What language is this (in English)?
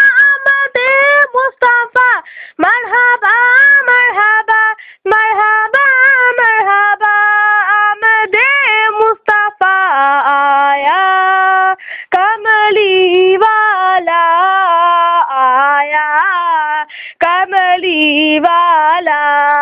Urdu